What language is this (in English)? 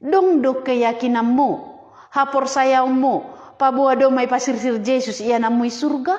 Batak Simalungun